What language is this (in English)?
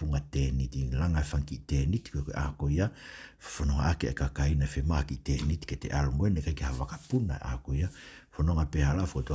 Tongan